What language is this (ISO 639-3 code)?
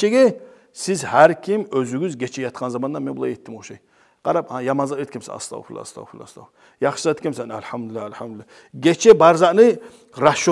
kum